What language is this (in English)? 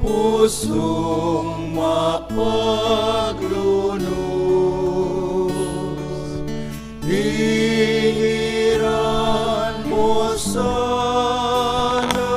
Pampanga